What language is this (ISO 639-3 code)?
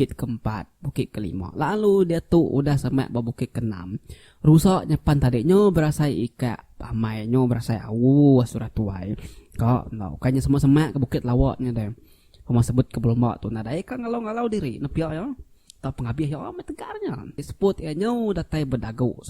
iba